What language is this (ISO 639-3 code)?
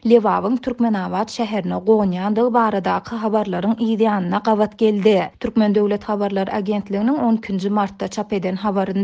tuk